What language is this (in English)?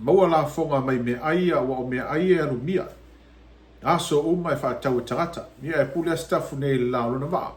Samoan